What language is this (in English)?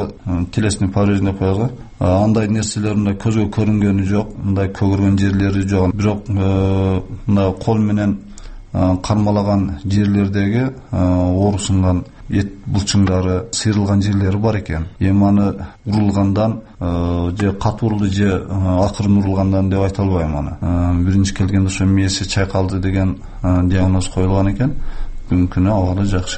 Kyrgyz